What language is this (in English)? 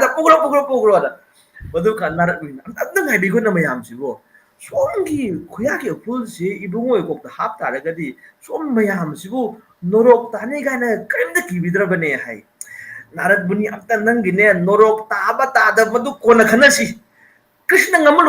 Manipuri